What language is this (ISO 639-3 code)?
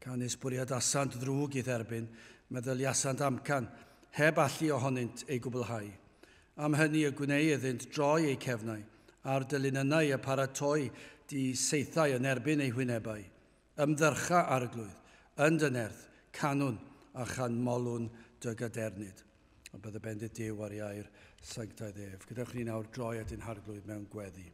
cym